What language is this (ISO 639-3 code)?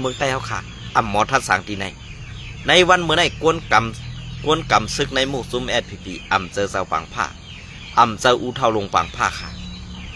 shn